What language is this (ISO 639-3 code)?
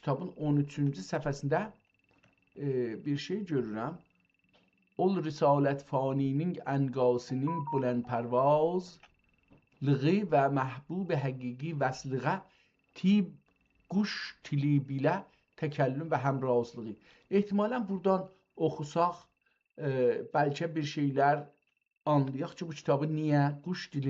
azb